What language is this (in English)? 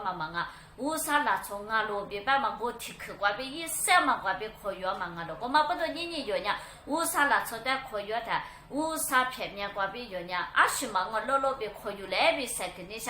Lisu